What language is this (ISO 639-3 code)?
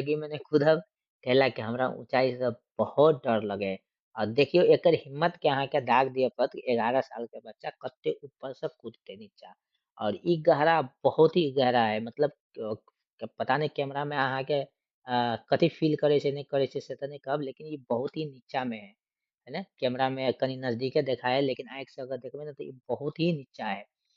mai